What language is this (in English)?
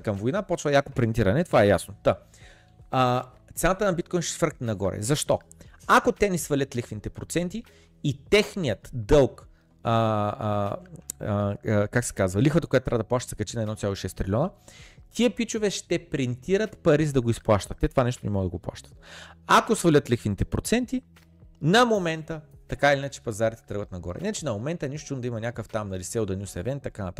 Bulgarian